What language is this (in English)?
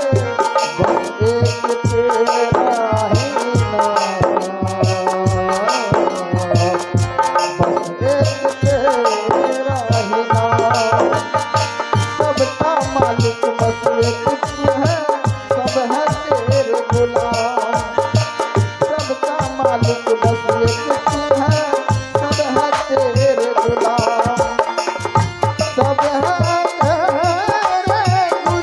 Hindi